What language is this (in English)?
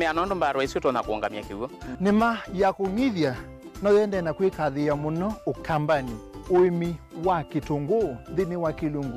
Kamba